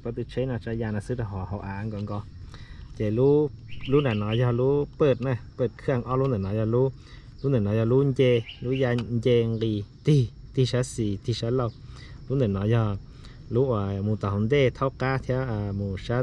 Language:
Hmong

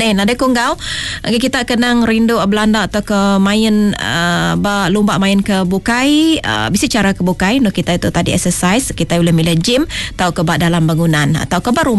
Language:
Iban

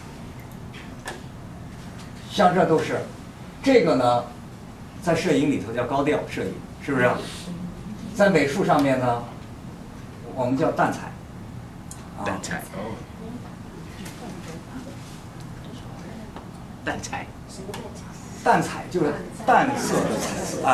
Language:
Chinese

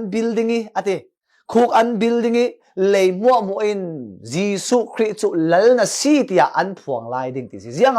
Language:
Falam Chin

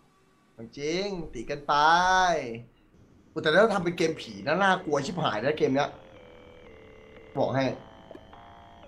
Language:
Thai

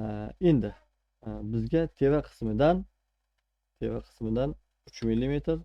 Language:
Uzbek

